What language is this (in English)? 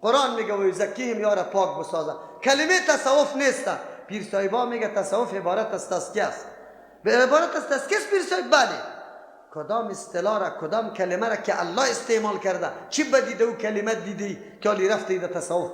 Persian